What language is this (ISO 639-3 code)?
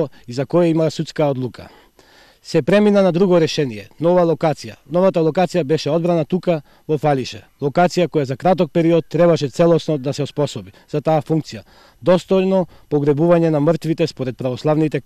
mkd